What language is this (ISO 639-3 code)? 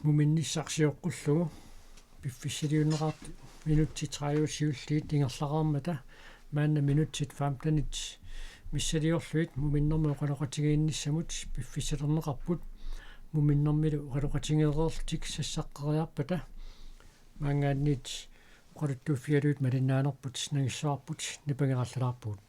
kal